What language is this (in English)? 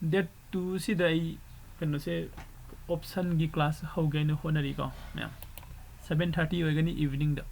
Manipuri